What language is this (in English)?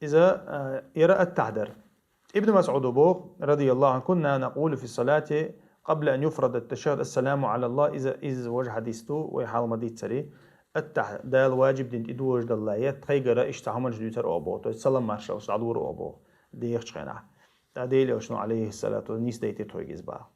Chechen